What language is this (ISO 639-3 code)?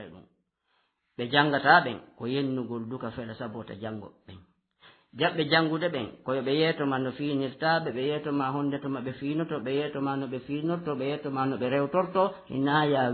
ful